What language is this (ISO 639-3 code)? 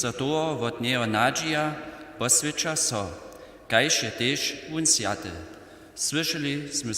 hsb